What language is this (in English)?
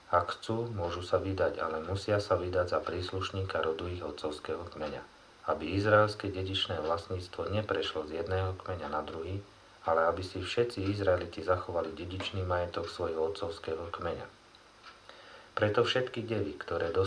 Slovak